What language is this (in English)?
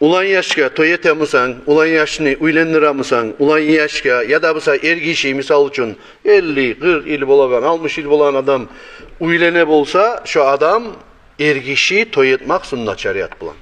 Kumyk